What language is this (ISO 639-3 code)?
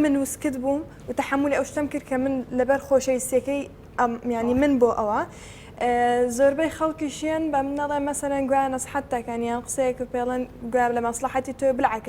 ckb